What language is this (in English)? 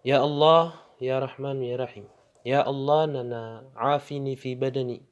Maranao